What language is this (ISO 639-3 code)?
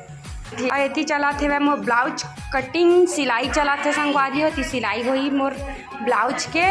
hne